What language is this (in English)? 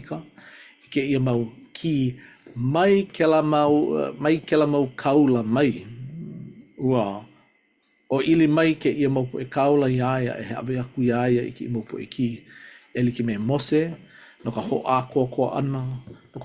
Hawaiian